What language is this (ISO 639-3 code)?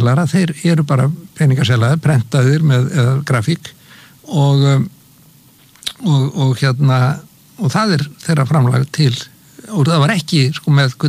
isl